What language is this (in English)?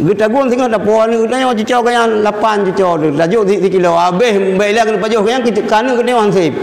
Achinese